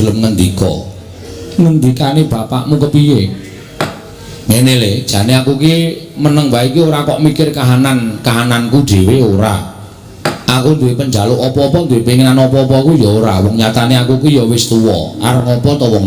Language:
Javanese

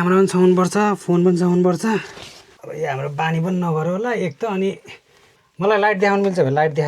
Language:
Nepali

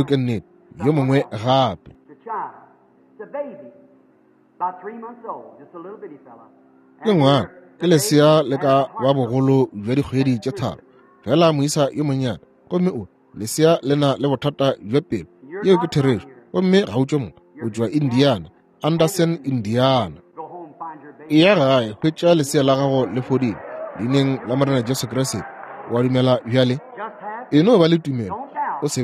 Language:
Northern Sotho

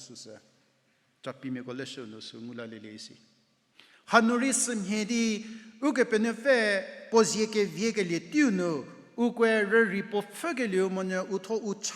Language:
Angami Naga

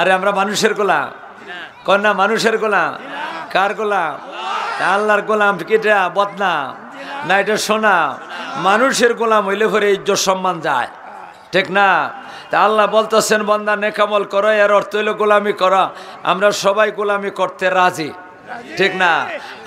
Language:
Sylheti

